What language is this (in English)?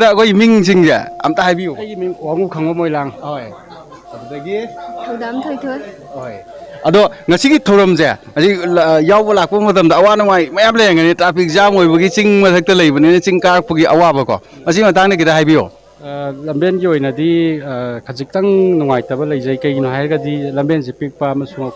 Manipuri